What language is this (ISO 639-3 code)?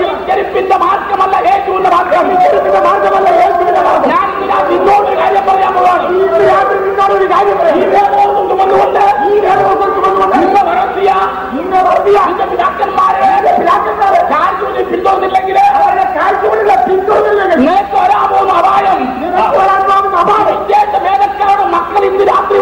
mal